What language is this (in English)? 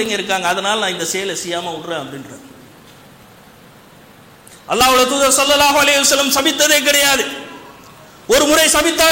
Tamil